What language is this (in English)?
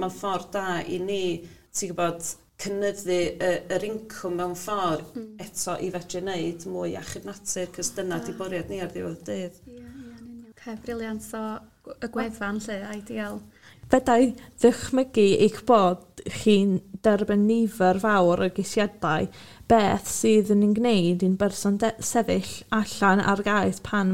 Welsh